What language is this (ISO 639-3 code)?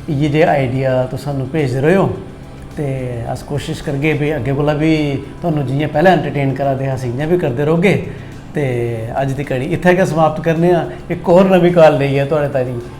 doi